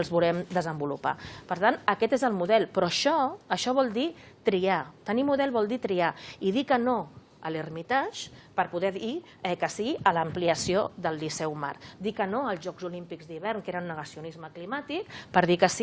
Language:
Catalan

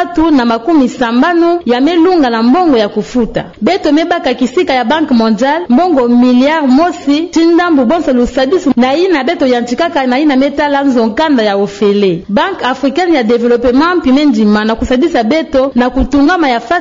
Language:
Kituba (Democratic Republic of Congo)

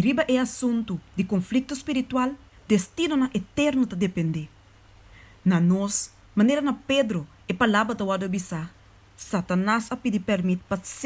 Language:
Papiamento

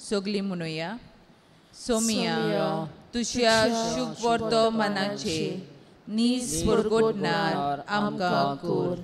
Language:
Konkani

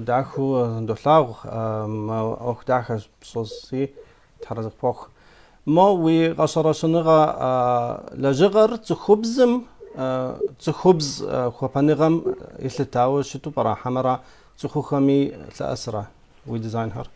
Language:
Kabardian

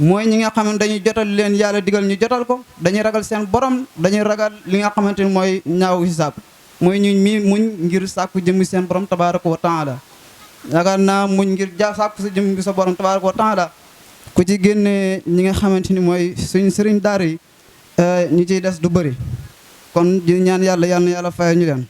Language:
Wolof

